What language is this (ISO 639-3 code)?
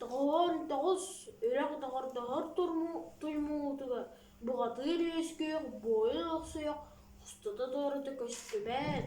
sah